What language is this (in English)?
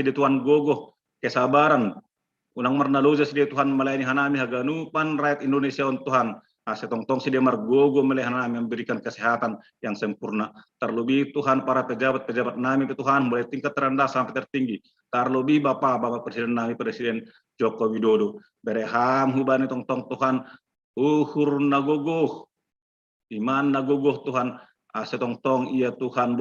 Batak Simalungun